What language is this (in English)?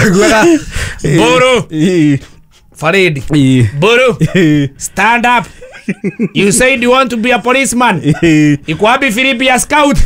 Kikuyu